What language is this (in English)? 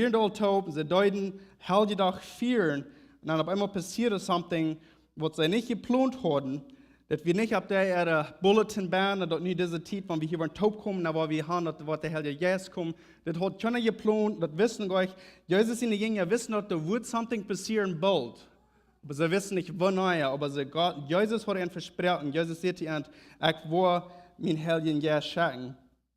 Plautdietsch